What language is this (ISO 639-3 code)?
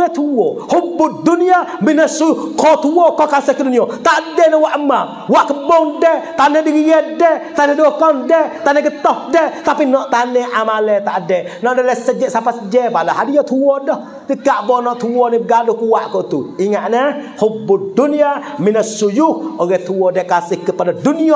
mfa